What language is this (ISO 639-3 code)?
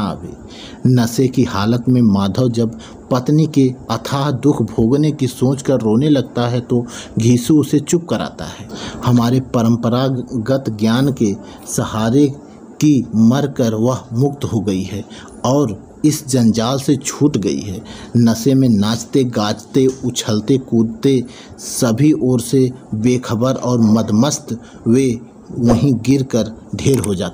hin